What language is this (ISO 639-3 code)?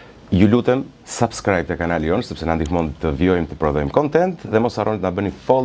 sqi